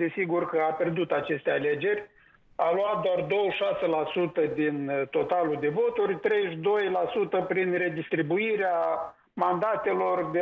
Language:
Romanian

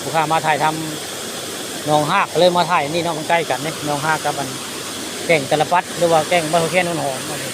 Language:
Northeastern Thai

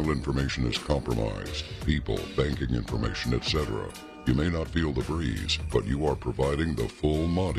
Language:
English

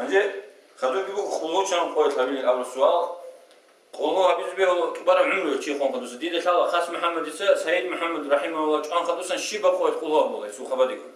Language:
Avaric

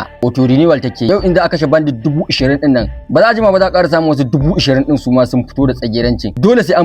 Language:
Hausa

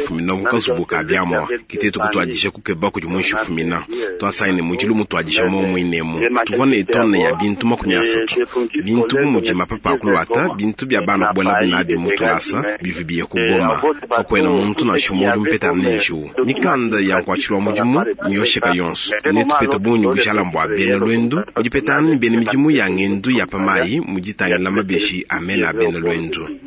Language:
Luba-Lulua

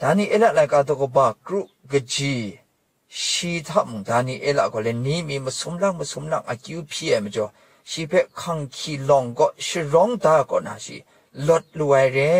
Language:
Kachin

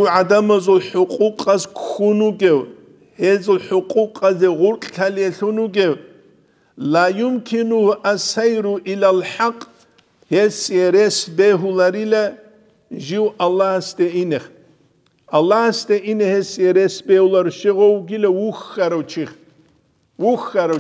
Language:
Avaric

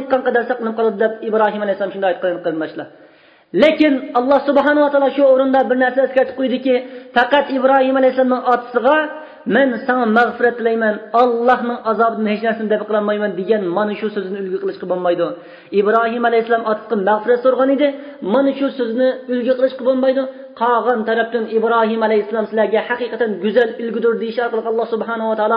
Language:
Uyghur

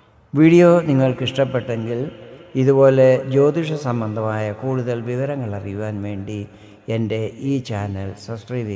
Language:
Malayalam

